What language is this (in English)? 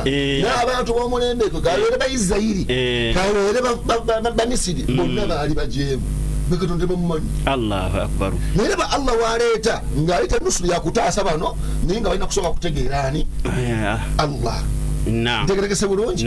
Ganda